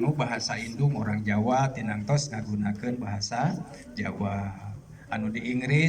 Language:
Sundanese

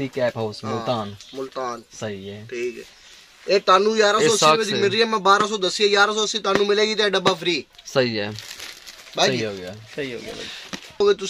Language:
Saraiki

